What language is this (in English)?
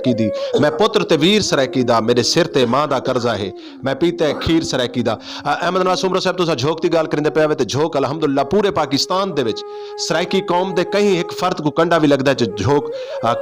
Saraiki